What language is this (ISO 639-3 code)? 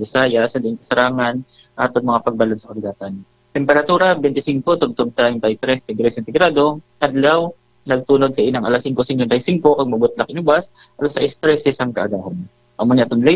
hil